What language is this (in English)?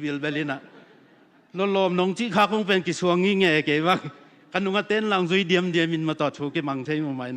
Tedim Chin